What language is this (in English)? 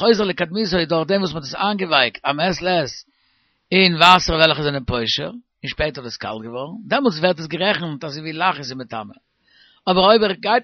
Yiddish